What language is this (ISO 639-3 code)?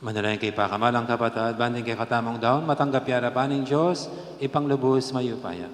pam